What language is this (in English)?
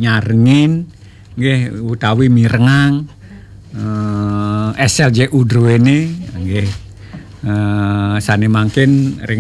Balinese